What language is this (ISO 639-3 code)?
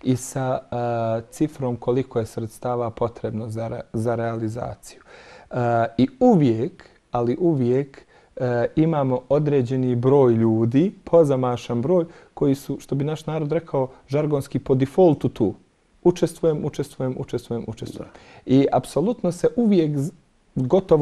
bos